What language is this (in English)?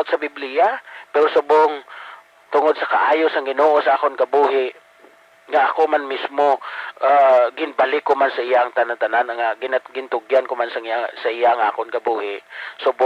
Hiligaynon